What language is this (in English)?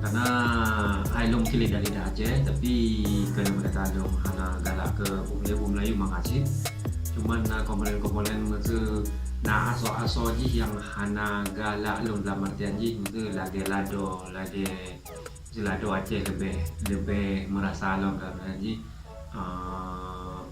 Achinese